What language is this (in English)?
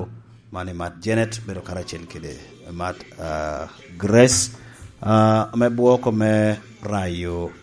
Lango (Uganda)